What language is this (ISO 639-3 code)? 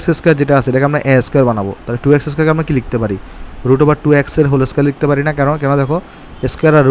ben